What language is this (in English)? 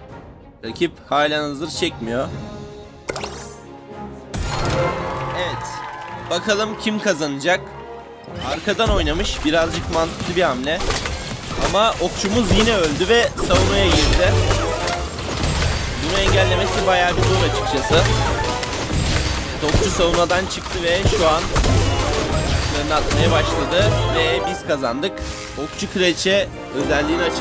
Turkish